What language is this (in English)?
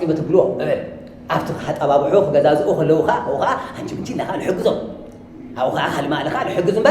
Tigrinya